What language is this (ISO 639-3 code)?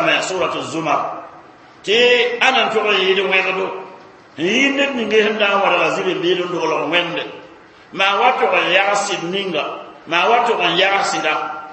mos